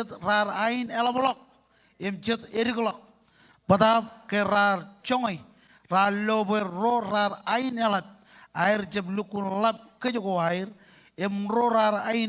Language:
Marshallese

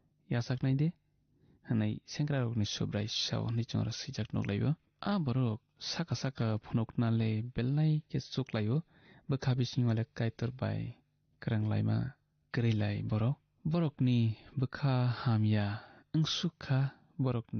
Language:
Kok Borok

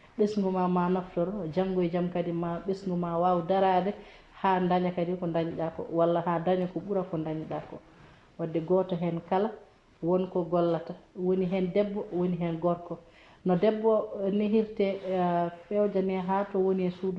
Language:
Fula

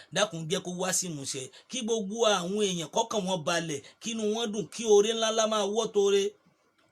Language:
Yoruba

